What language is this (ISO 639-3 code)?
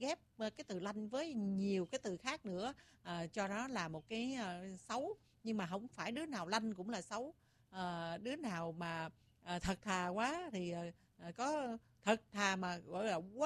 vie